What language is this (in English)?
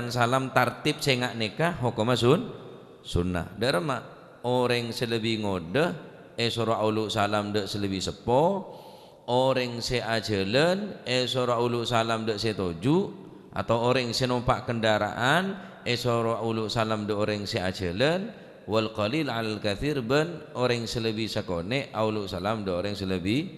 Madurese